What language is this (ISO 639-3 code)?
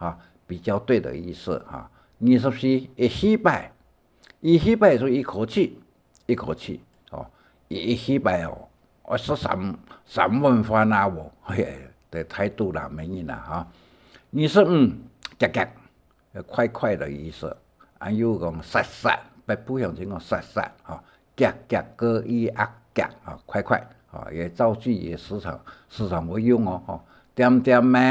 hak